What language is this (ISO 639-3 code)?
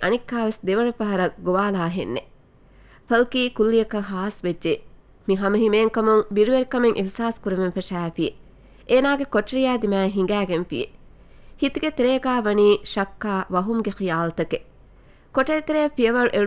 div